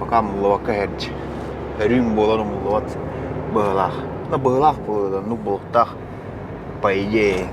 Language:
Yakut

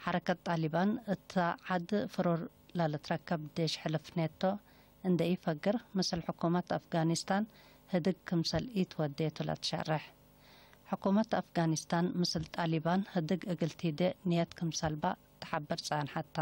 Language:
Tigre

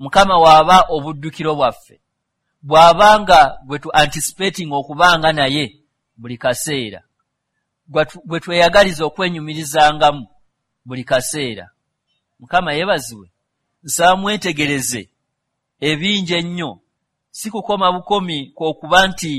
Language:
Ganda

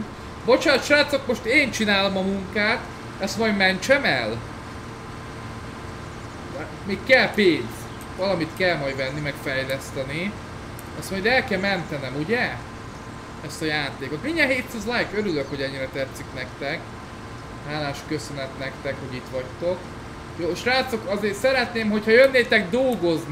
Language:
Hungarian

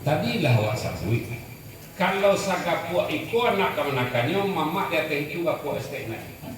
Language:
Minangkabau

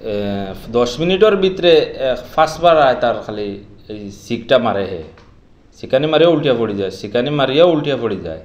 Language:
Sylheti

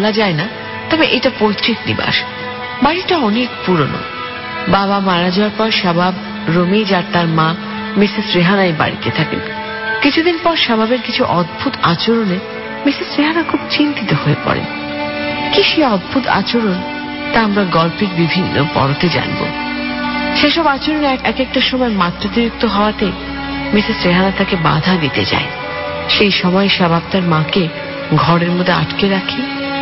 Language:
Bangla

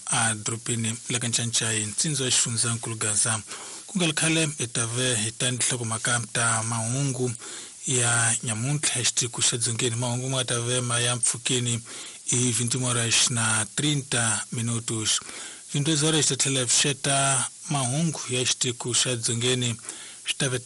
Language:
Tsonga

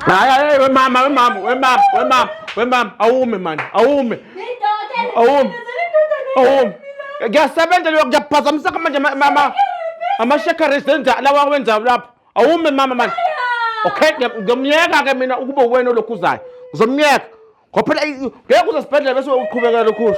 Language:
Zulu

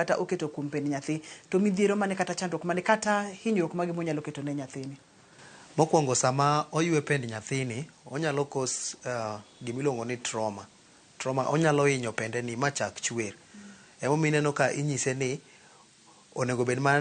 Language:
Luo (Kenya and Tanzania)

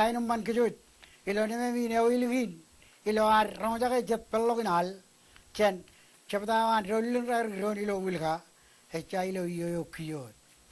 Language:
Marshallese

